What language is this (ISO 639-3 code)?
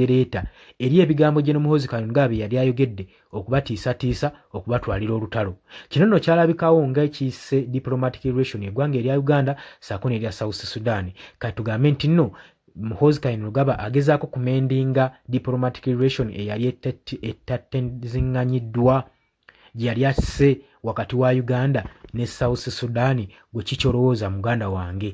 lug